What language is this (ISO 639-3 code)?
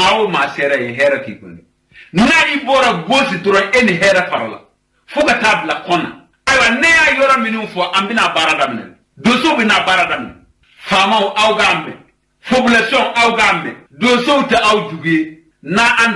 bam